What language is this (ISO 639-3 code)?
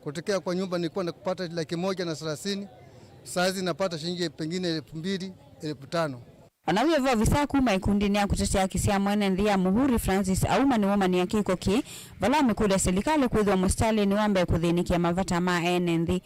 kam